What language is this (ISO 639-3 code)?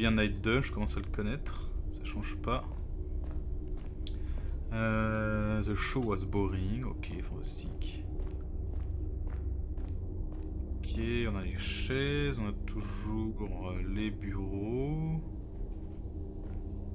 fra